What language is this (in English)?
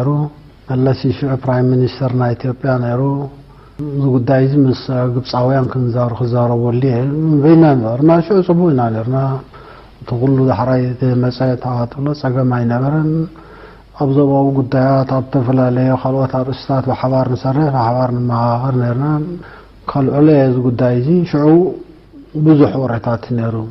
Tigrinya